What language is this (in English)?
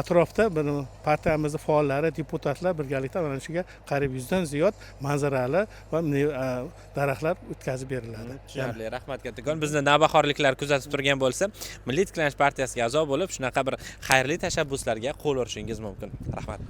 Uzbek